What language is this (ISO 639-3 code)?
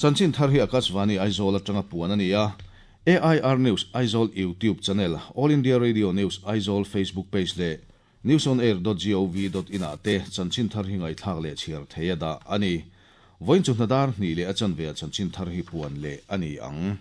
lus